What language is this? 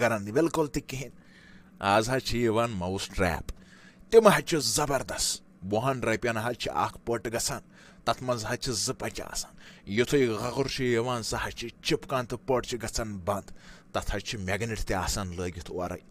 Kashmiri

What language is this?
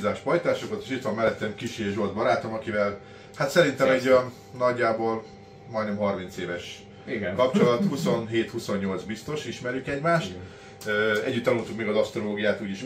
Hungarian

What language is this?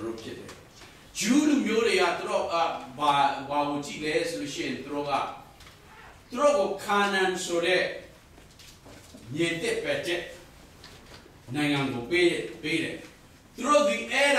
Burmese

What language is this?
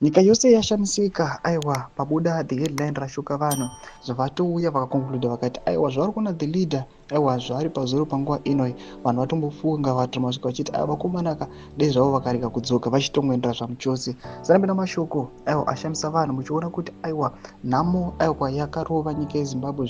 Shona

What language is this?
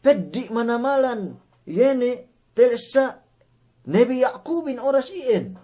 Yakan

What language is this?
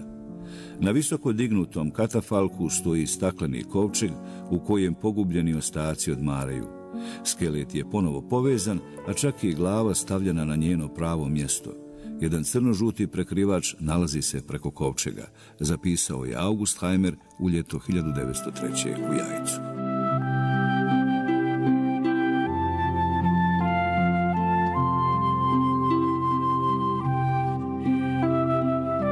Bosnian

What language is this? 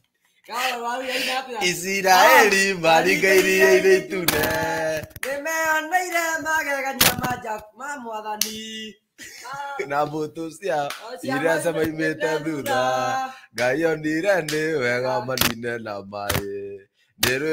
Kikuyu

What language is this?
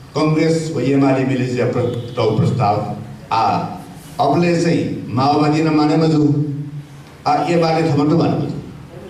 Newari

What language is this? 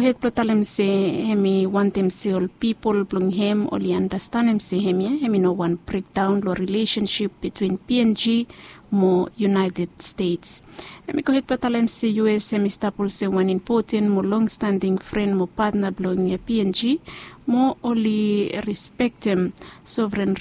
Bislama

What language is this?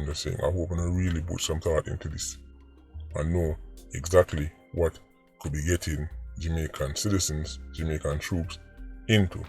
Jamaican Creole English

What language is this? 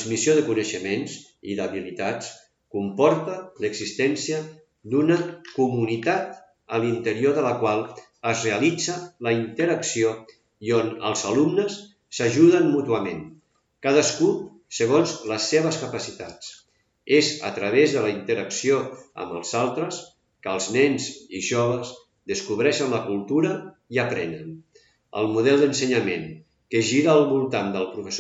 Catalan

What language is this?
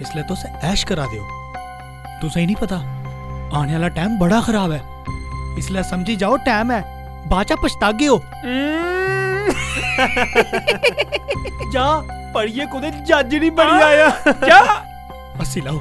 Dogri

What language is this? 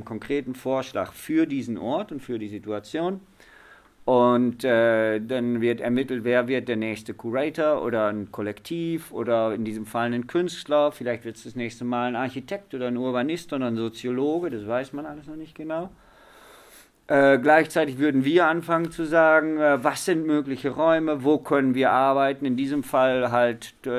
German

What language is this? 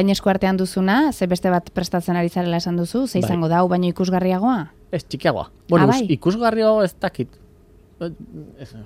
Basque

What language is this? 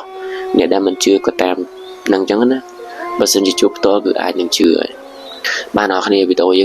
Khmer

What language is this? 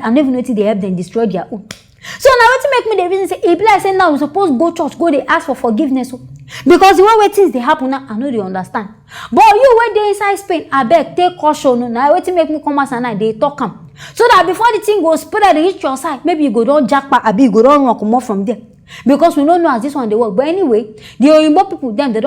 Nigerian Pidgin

